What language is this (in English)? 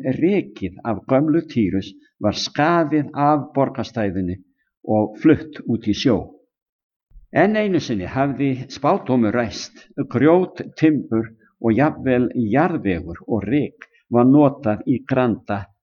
Icelandic